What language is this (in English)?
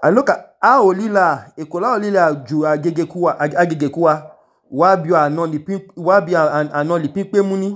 Idoma